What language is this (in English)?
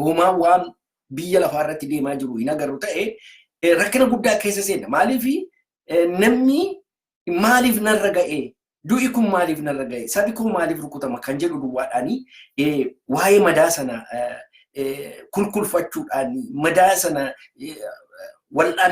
Oromo